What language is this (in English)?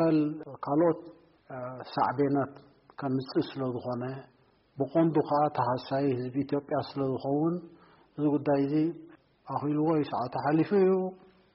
Tigrinya